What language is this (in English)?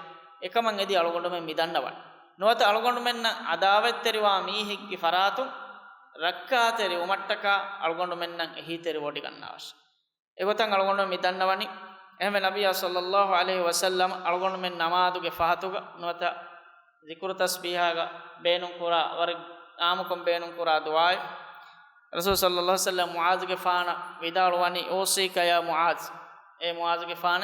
Divehi